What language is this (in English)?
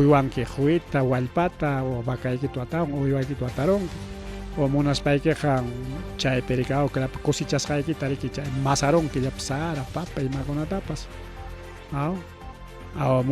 Ayacucho Quechua